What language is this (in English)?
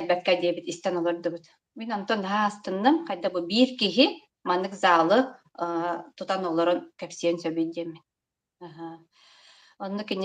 Yakut